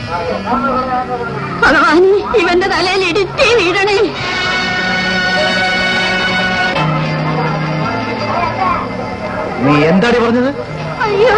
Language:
Malayalam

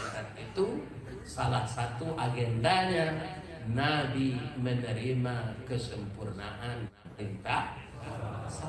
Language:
Minangkabau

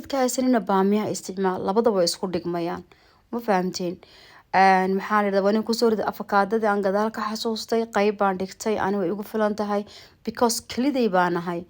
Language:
Somali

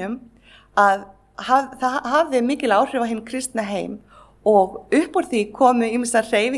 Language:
Icelandic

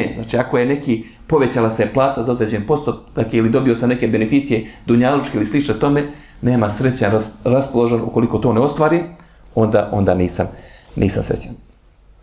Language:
Bosnian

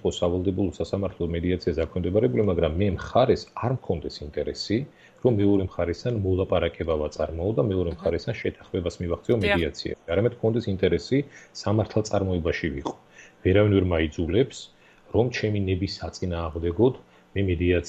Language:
Georgian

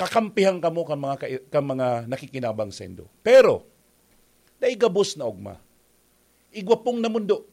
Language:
Bikol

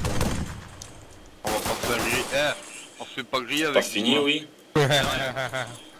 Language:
French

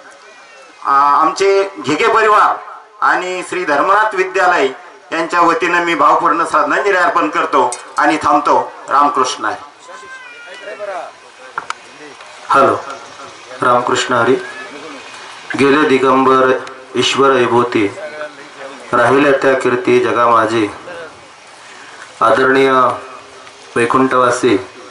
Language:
Marathi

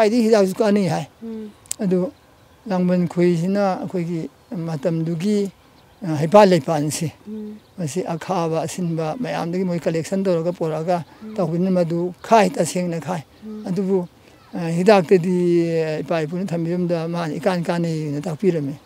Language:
Manipuri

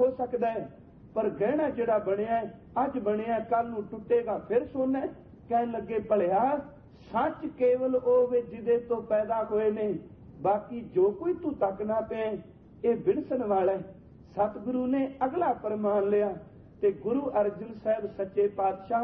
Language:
Punjabi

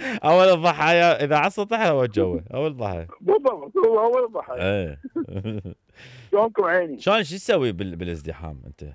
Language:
Mesopotamian Arabic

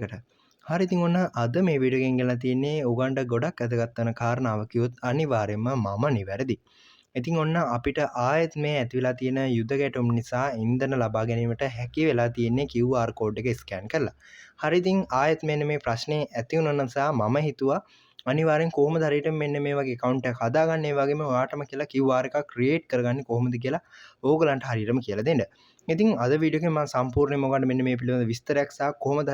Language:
Sinhala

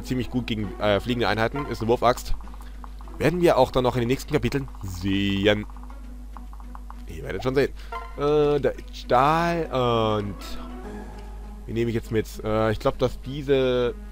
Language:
German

